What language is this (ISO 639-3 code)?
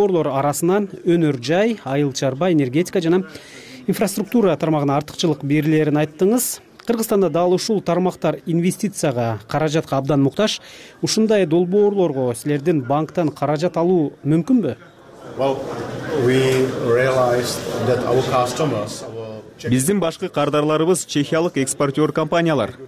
kir